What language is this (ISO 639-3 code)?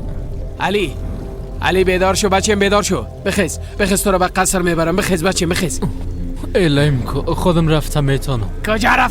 fas